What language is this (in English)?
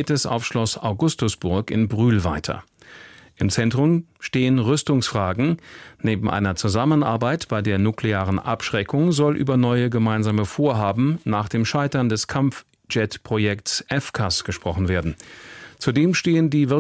German